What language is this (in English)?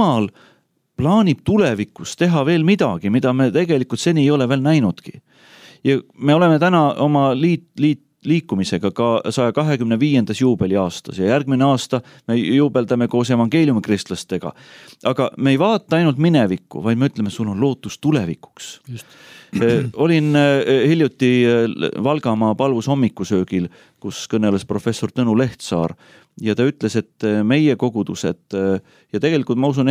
Estonian